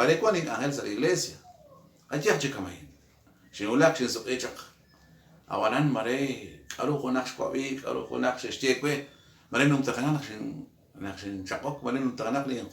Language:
Kekchí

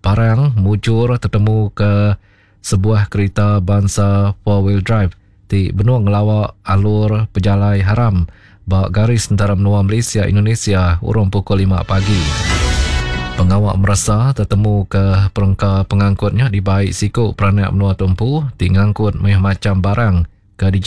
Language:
Iban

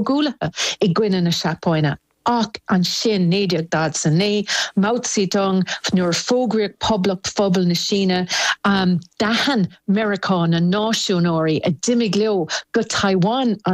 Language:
Irish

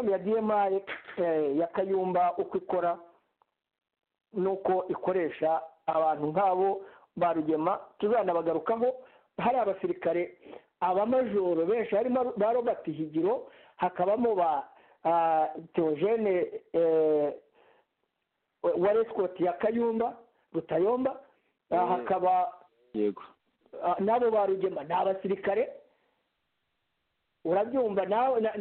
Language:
Kinyarwanda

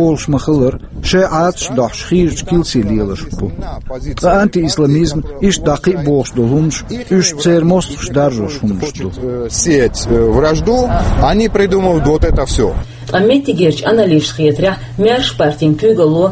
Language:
Chechen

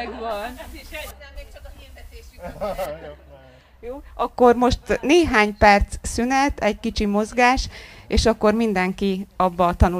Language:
Hungarian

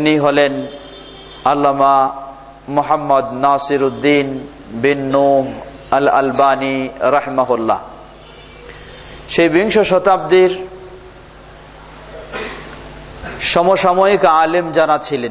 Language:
Bangla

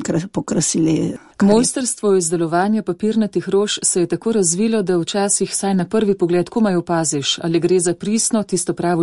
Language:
Slovenian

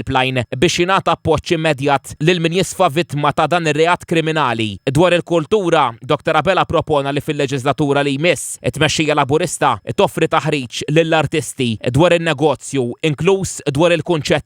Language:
Maltese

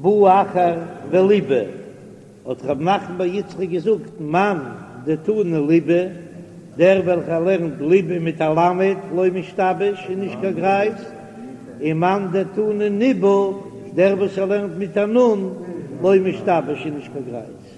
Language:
Yiddish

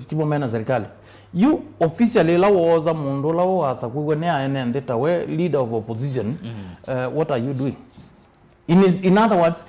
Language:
Kamba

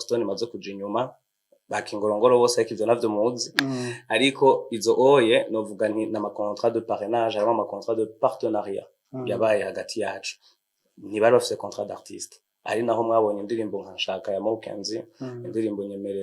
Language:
Rundi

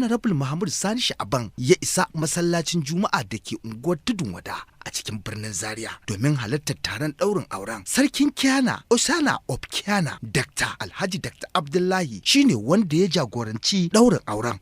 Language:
Hausa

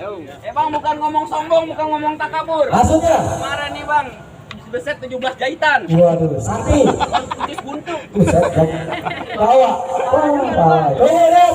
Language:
Betawi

